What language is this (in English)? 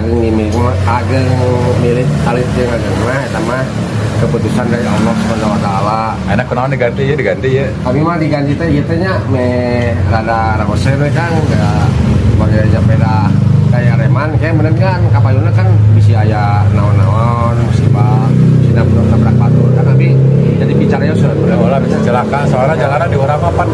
Sundanese